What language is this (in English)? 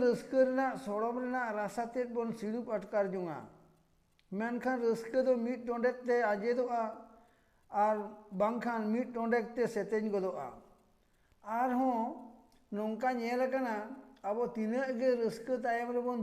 Santali